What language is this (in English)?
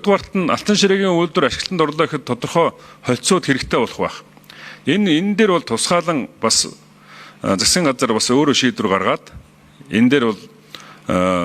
Mongolian